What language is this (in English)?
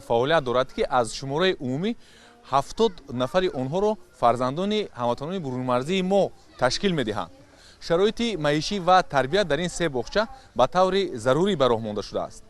Tajik